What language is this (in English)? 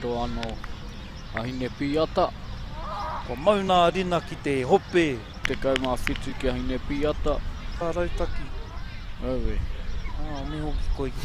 Māori